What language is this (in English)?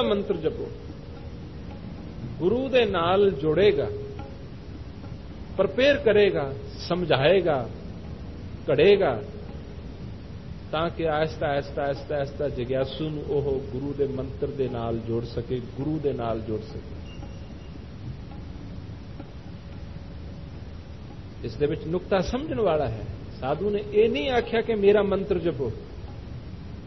Punjabi